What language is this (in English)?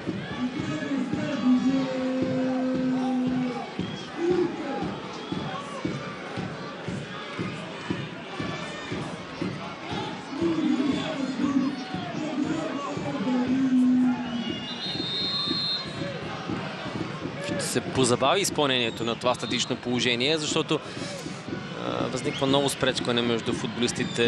Bulgarian